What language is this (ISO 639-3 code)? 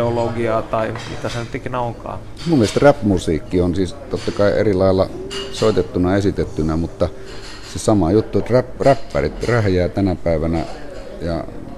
fin